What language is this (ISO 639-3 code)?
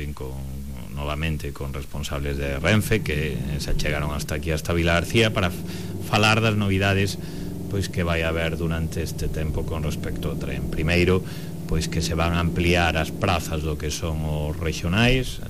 glg